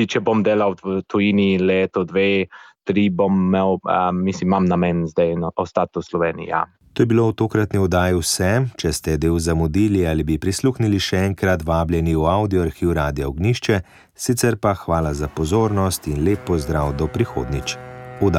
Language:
Slovenian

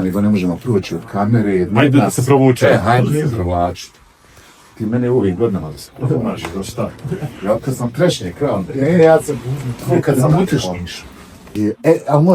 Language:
Bosnian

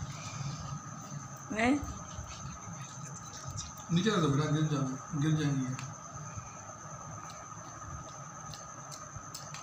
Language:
Hindi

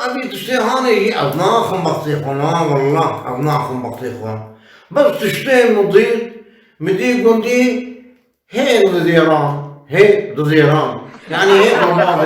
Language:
Kurdish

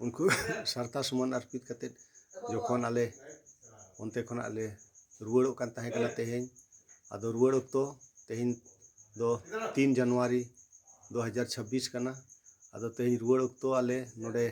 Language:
Santali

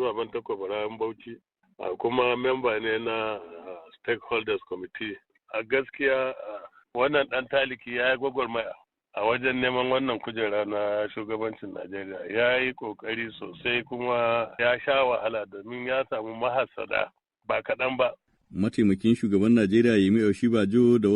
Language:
Hausa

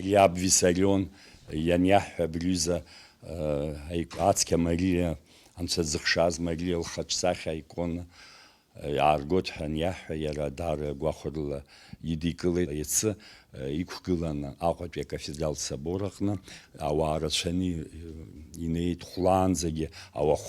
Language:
Abkhazian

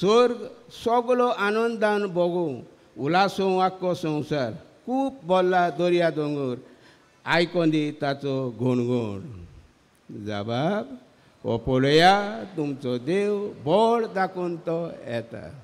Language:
Konkani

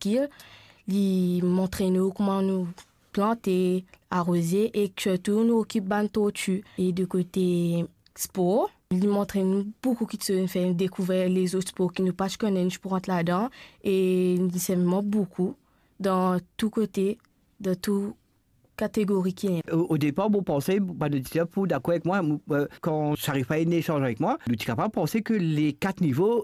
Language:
Morisyen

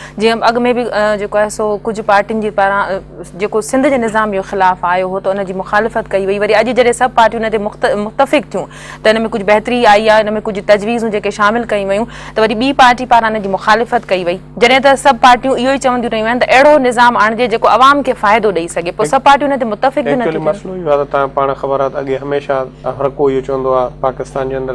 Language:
Sindhi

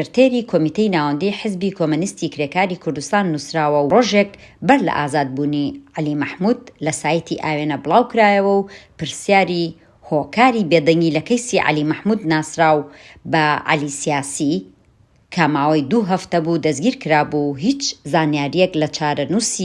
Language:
Central Kurdish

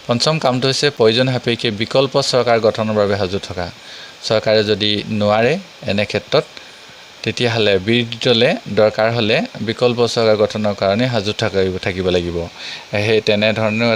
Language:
Assamese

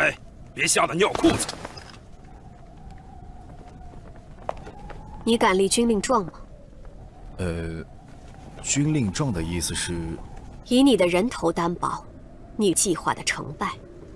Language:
Chinese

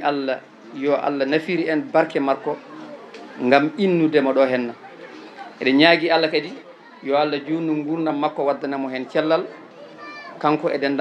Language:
Fula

